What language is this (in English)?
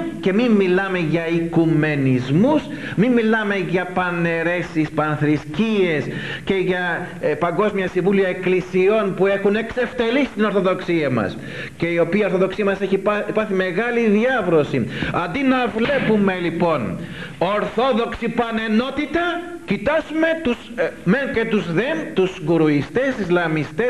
Greek